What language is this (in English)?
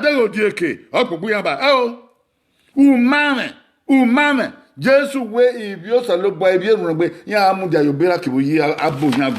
Bini